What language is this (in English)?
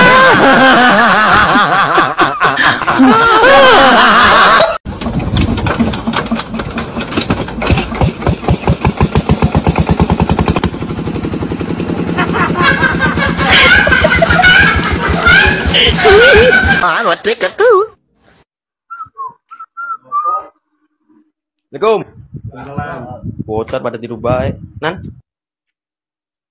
Indonesian